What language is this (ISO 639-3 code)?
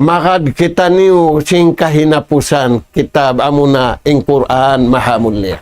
tsg